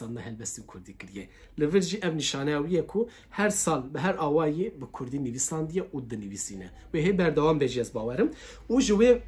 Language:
Kurdish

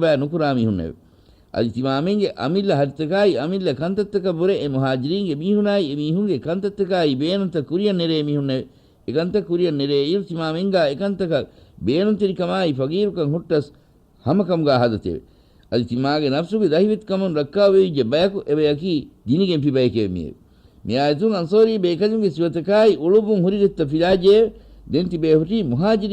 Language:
Divehi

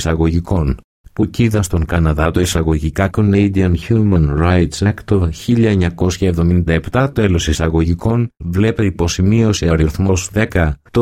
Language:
Greek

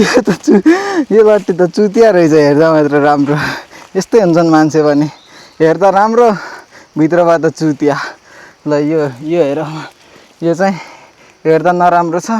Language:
Nepali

